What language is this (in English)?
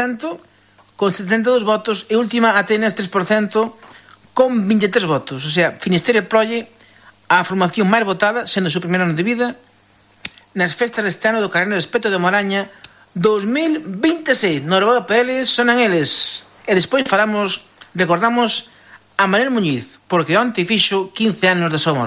Galician